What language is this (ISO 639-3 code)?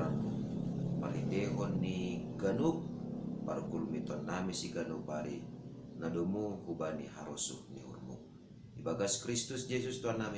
bts